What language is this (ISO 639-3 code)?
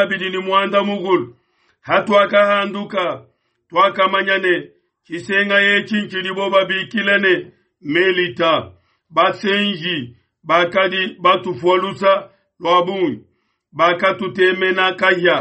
lua